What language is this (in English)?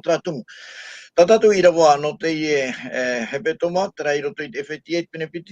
Tahitian